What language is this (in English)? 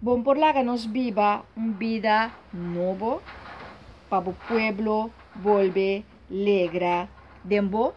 Papiamento